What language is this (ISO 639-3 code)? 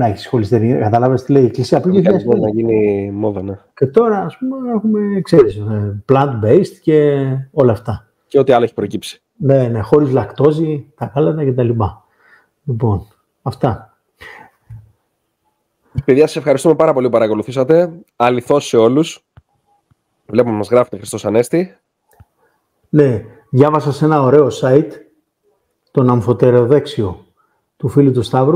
ell